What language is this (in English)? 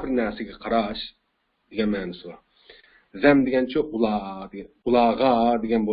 Uyghur